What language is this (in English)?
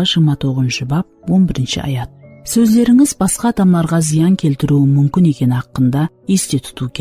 Kara-Kalpak